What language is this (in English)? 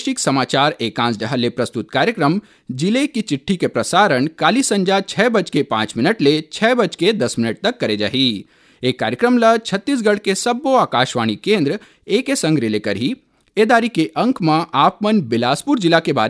Chhattisgarhi